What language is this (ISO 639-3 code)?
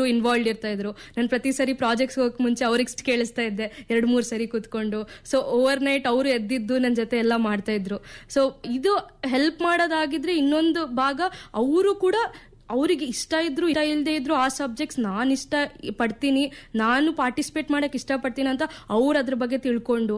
kan